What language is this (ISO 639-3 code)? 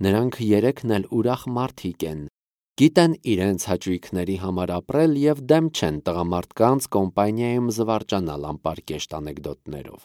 hye